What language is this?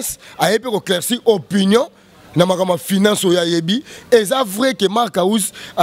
Lingala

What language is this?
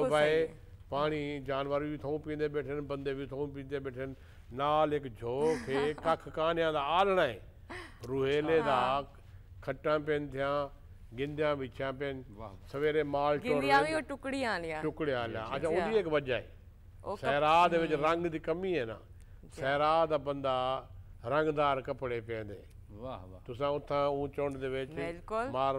Saraiki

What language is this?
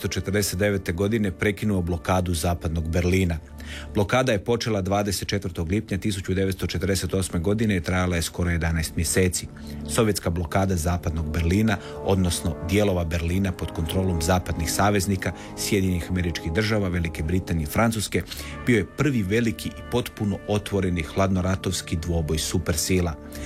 Croatian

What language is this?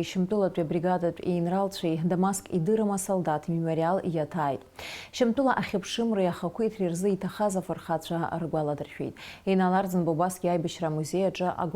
Abkhazian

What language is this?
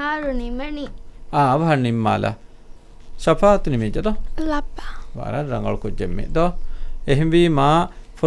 Divehi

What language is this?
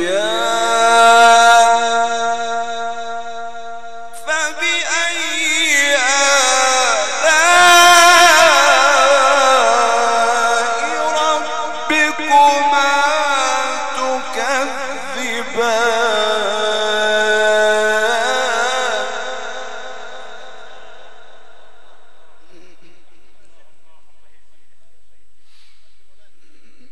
Arabic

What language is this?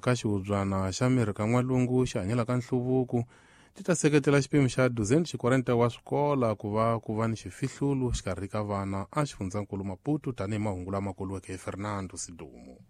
Tsonga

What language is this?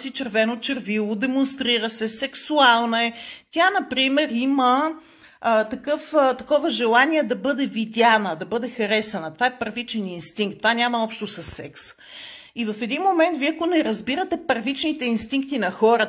Bulgarian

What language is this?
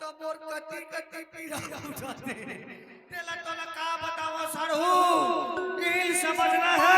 Chhattisgarhi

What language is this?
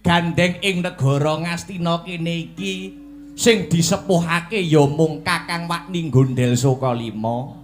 Javanese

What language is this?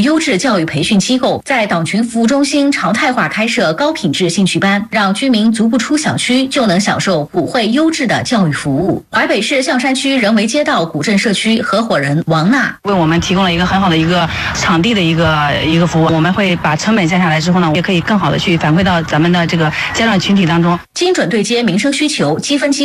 Chinese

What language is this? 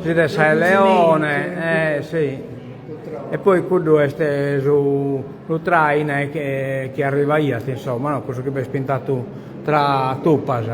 Sardinian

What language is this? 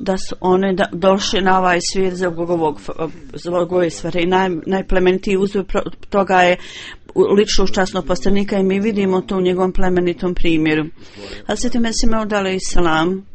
Bosnian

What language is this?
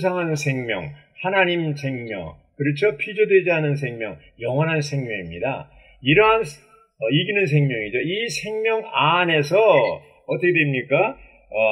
Korean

